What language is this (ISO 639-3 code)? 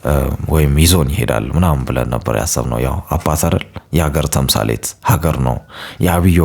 amh